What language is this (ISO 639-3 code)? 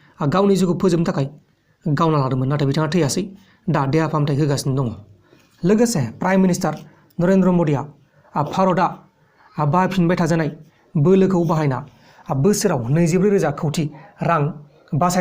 brx